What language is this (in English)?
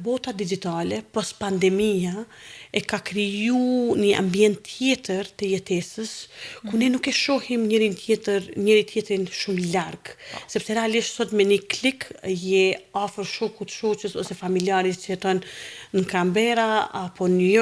Albanian